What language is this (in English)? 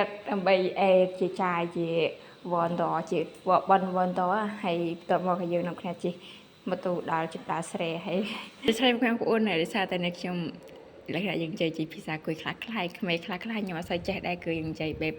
Khmer